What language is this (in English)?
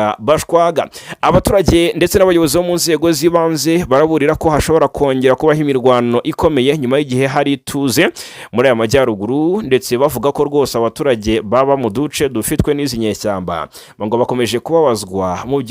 Kinyarwanda